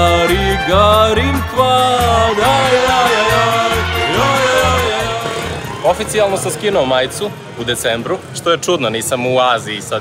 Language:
Serbian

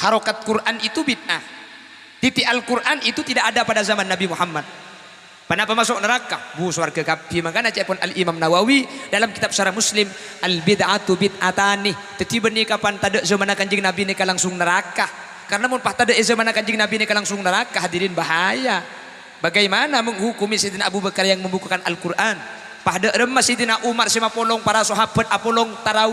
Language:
Madurese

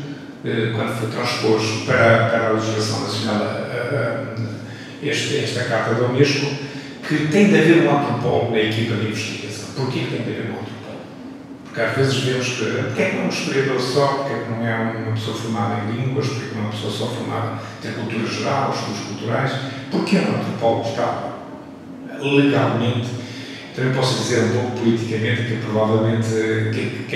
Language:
Portuguese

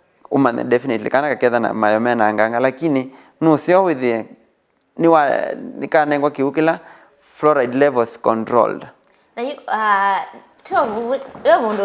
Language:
Kamba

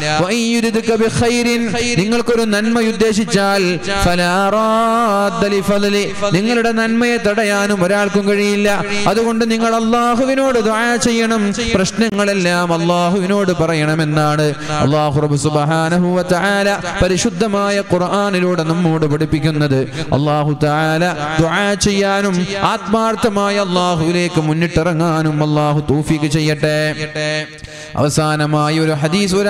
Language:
Malayalam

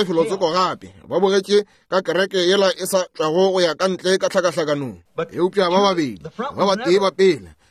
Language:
Northern Sotho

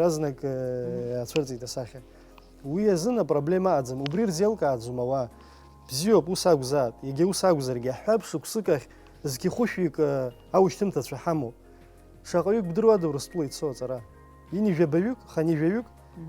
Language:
Abkhazian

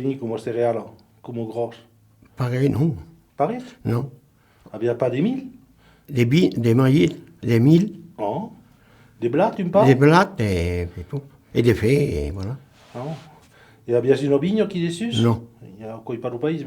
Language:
Occitan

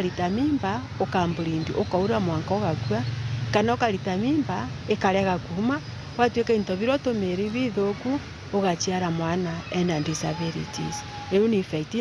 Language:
Meru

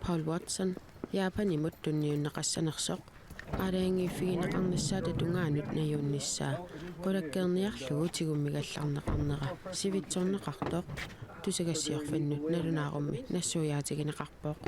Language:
Kalaallisut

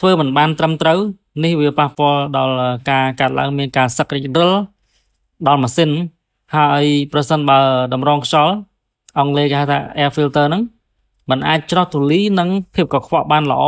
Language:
Khmer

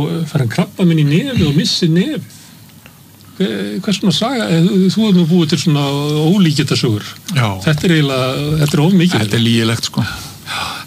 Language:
Icelandic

